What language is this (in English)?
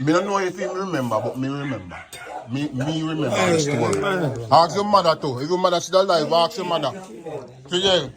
Jamaican Creole English